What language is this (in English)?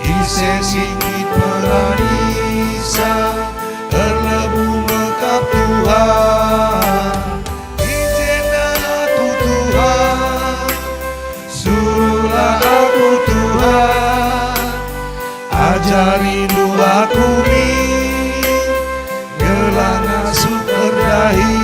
Batak Karo